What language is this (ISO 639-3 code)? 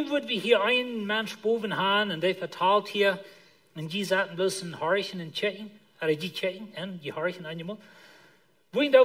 pdt